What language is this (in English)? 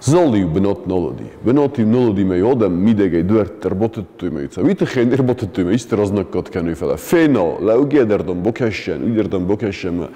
Ossetic